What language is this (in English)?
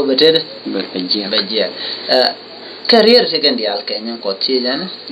Nuer